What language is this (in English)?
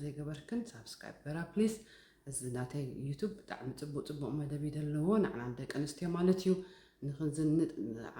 Tigrinya